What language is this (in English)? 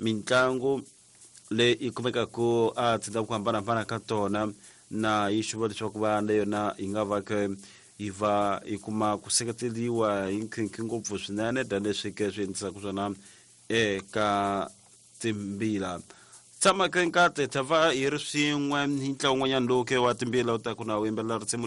Tsonga